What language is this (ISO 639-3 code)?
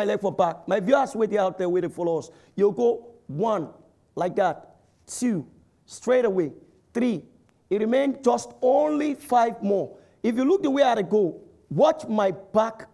pcm